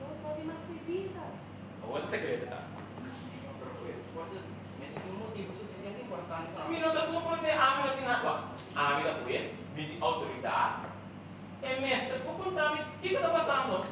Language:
Papiamento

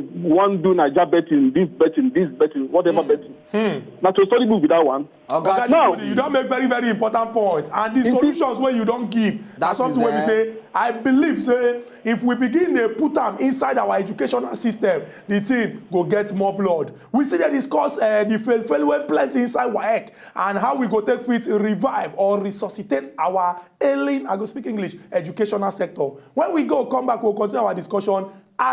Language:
Nigerian Pidgin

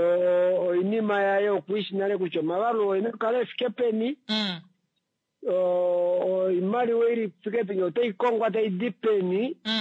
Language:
Kuanyama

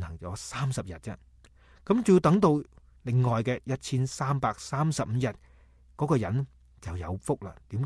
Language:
Cantonese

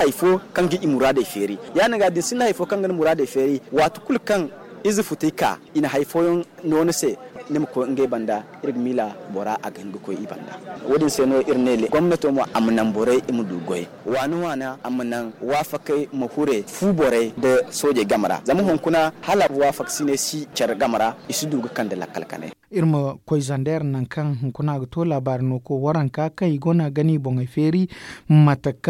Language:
Zarma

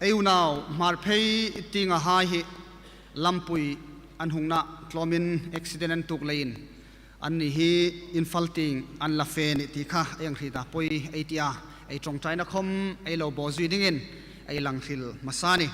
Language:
Hmar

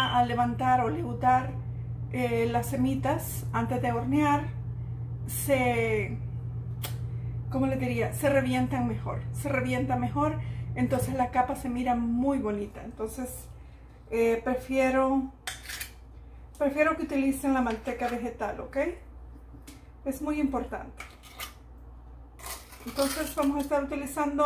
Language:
Spanish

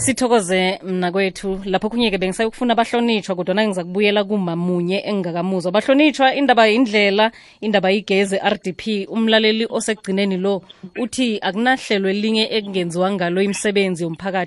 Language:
South Ndebele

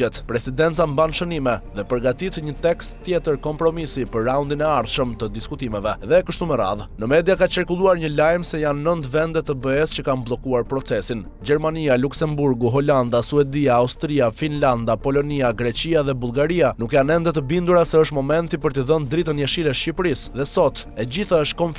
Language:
Albanian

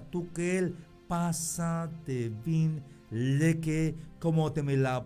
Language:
Tzeltal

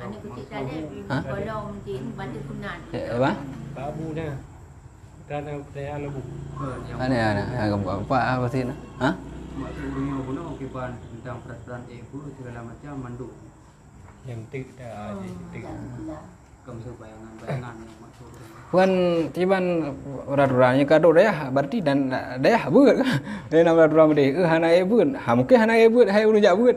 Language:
Achinese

